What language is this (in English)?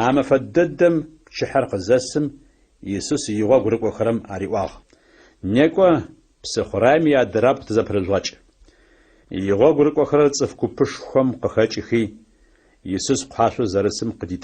Adyghe